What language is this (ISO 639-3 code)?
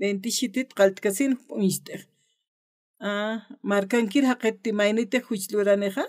aym